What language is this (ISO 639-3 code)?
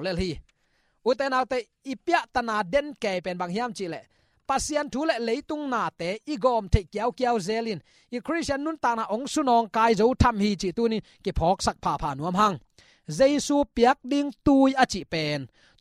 ctd